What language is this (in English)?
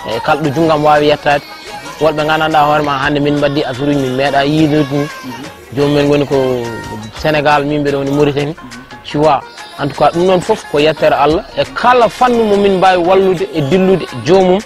Fula